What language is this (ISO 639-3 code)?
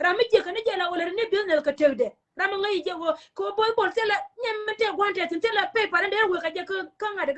nus